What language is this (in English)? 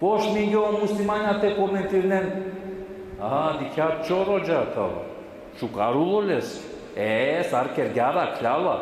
Balkan Romani